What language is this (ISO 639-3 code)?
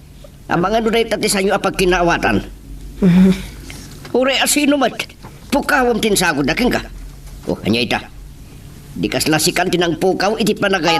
ilo